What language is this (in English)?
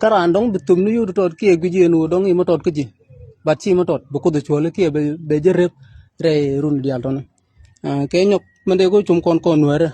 Nuer